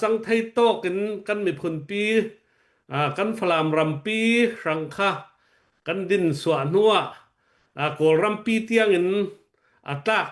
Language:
Hakha Chin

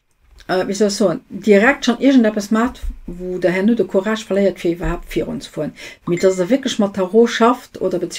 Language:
Luxembourgish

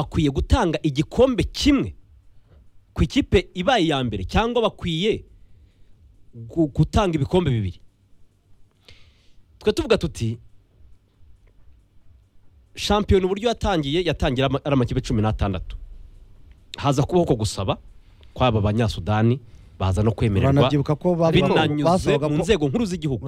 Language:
Kinyarwanda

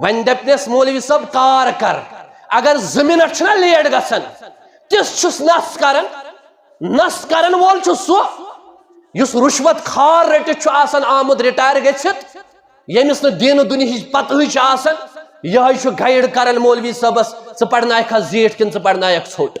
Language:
Kashmiri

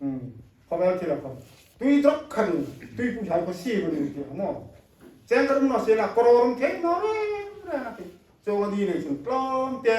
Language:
Hmar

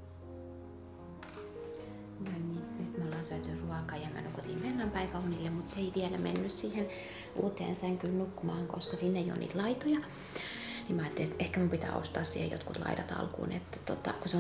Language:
Finnish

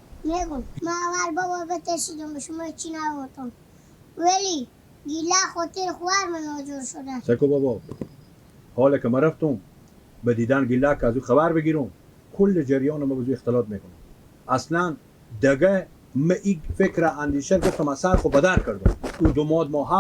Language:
Persian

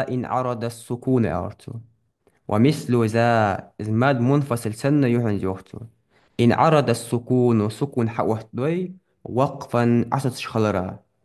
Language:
Ingush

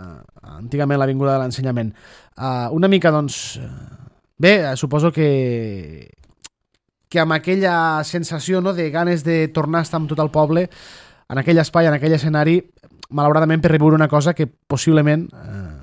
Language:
Catalan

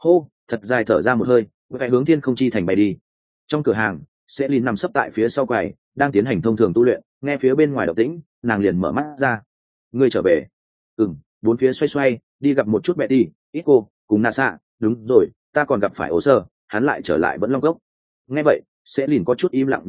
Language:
Vietnamese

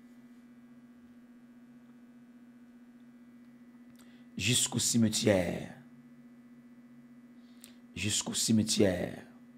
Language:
French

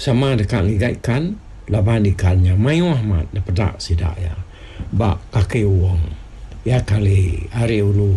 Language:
Iban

